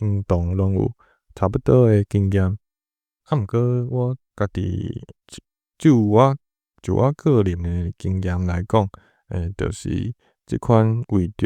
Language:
Min Nan Chinese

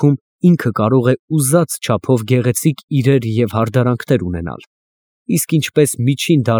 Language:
Armenian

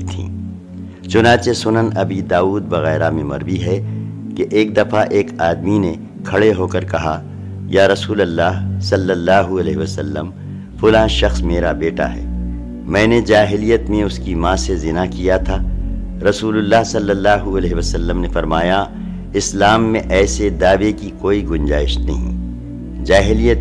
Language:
Urdu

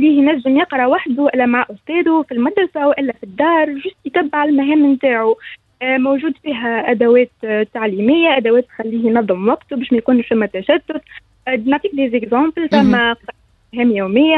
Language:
Tunisian Arabic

